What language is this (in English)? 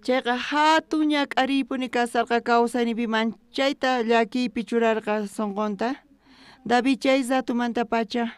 South Bolivian Quechua